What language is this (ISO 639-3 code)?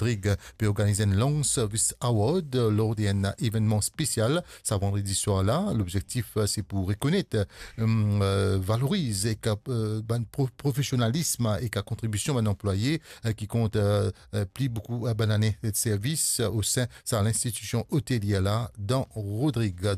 mfe